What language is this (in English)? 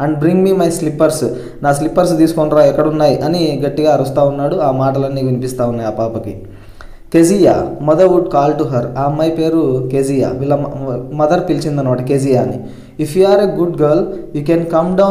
Telugu